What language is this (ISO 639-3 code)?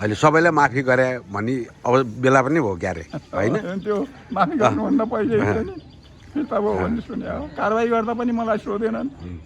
nep